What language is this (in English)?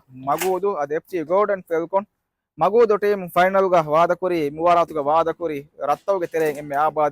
Divehi